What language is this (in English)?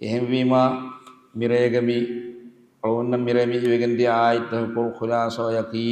Divehi